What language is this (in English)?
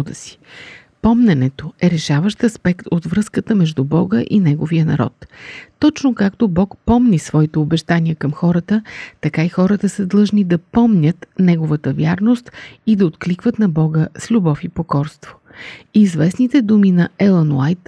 Bulgarian